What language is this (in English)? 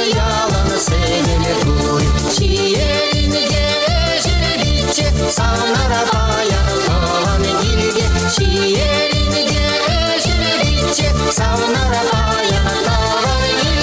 Chuvash